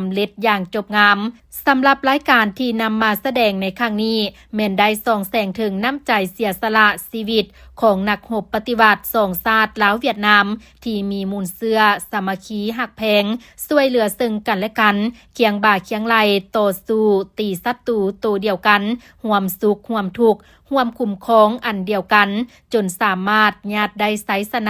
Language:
Lao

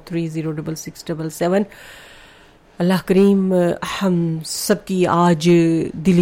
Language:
Urdu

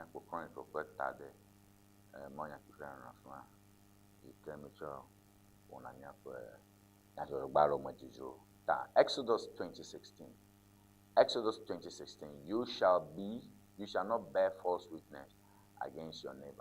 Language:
Ewe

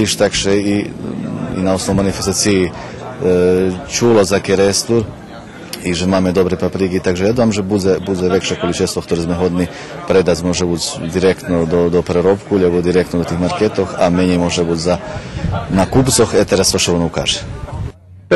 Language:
Rusyn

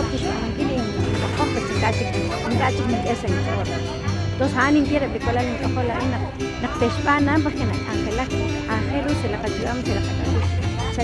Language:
Kekchí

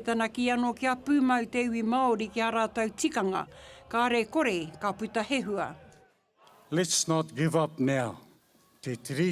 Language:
Māori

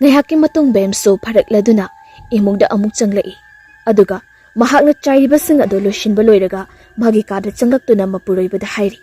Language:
Manipuri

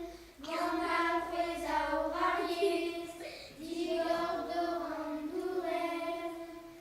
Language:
Breton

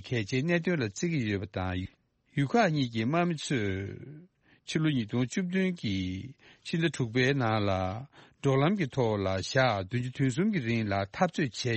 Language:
Tibetan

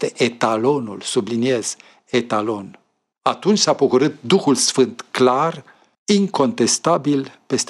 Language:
Romanian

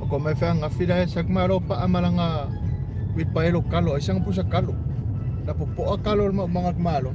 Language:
Samoan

